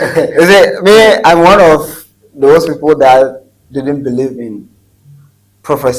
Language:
Ewe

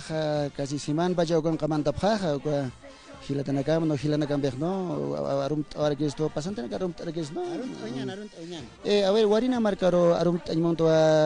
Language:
Aymara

